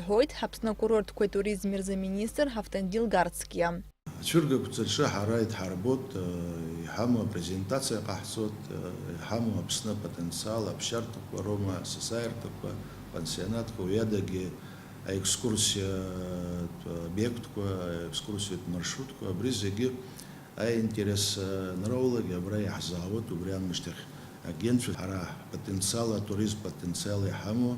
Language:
Abkhazian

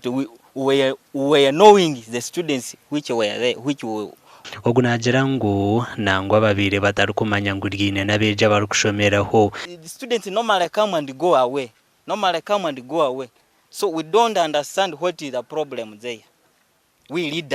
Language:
Nyankole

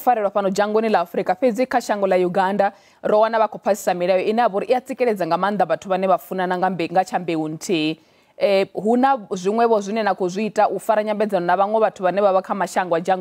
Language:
Venda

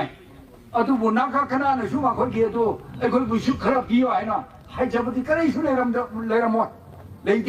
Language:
Manipuri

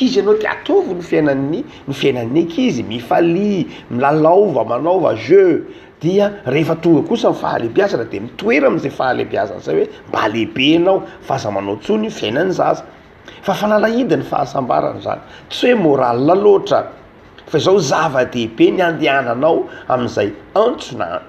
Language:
Malagasy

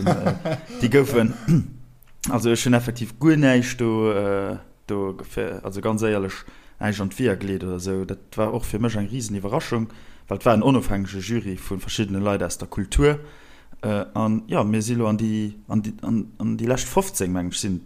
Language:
Luxembourgish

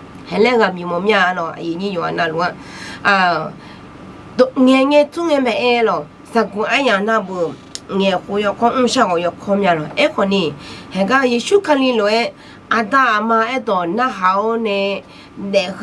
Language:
Akha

